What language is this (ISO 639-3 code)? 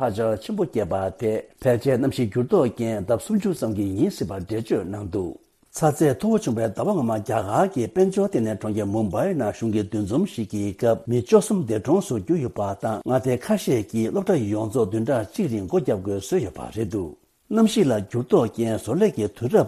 bod